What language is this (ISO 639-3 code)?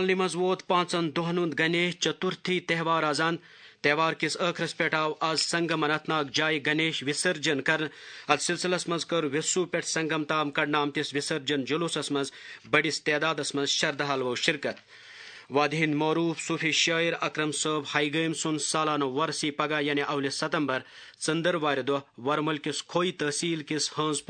kas